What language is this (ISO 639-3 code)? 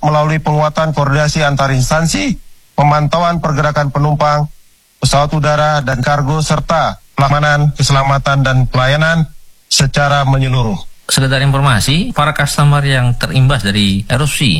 ind